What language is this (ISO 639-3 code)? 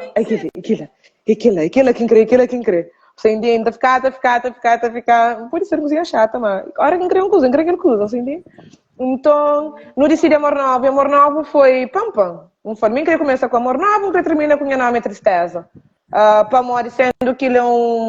kea